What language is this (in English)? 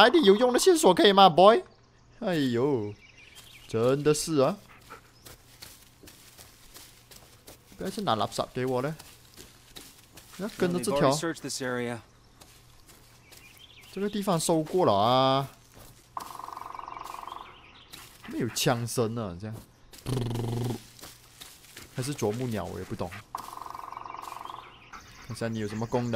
Chinese